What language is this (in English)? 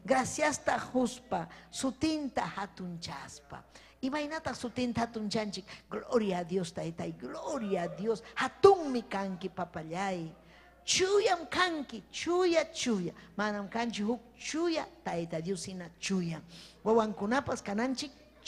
Ayacucho Quechua